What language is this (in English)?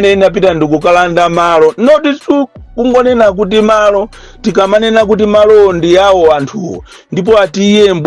Nyanja